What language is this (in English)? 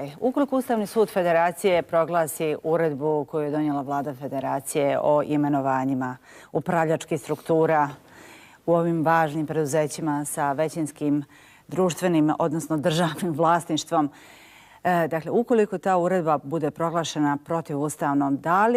Bosnian